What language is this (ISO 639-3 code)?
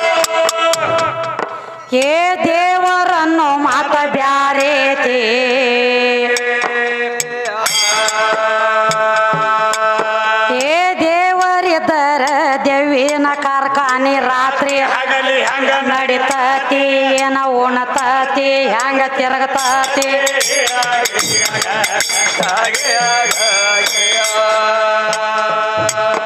kan